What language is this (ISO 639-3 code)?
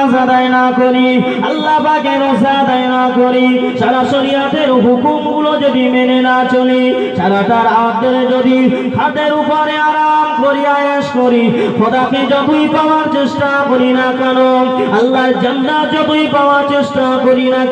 ben